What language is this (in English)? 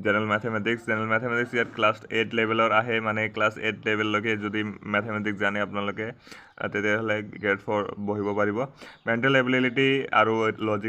Assamese